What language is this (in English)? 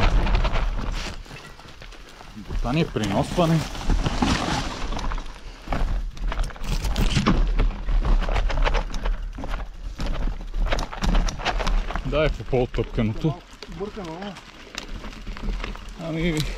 Bulgarian